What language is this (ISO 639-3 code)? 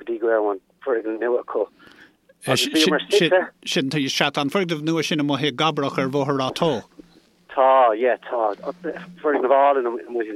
gle